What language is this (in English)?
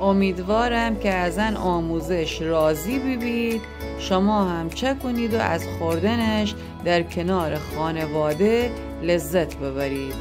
Gilaki